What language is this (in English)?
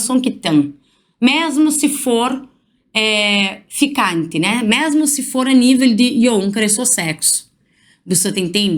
Kabuverdianu